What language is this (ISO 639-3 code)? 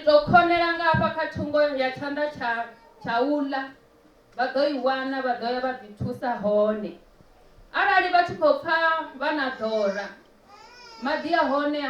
ven